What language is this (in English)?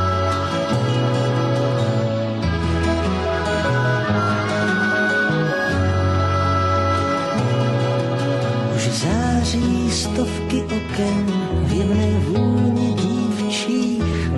Czech